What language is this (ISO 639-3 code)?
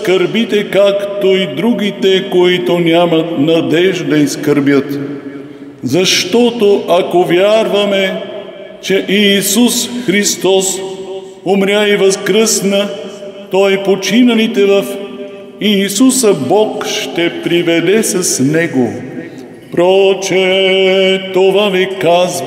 bul